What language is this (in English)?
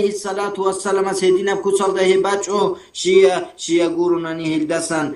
Avaric